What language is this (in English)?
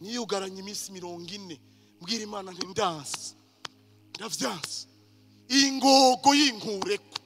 Rundi